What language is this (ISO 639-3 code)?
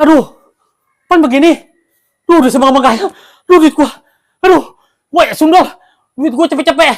bew